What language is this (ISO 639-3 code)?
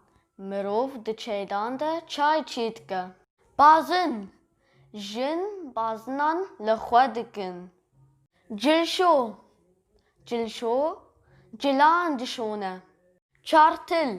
kur